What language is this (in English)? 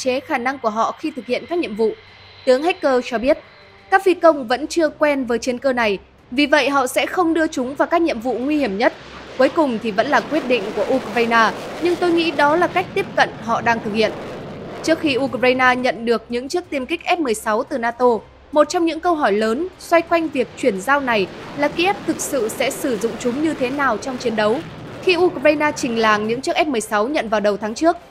Vietnamese